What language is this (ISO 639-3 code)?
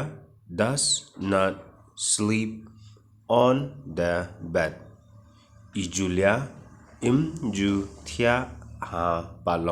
kha